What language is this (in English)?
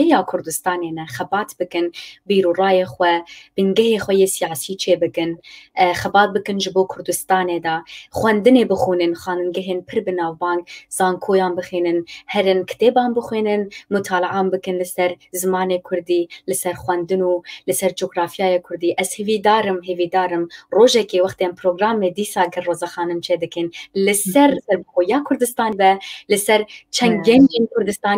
Kurdish